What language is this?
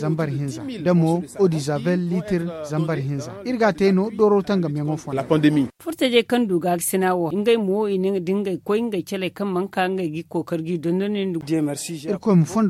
Zarma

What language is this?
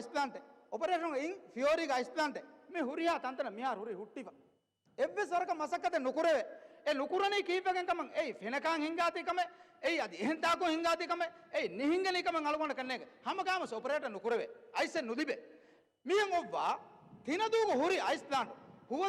Divehi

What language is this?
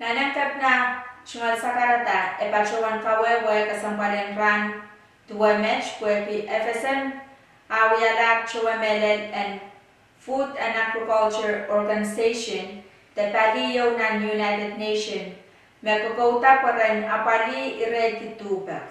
Pohnpeian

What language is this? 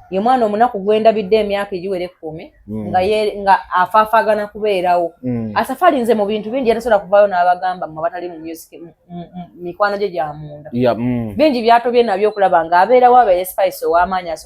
Ganda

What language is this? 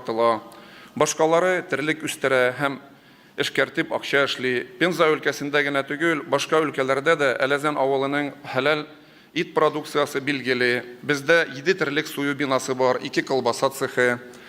Tatar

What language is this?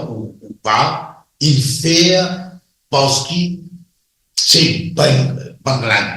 Morisyen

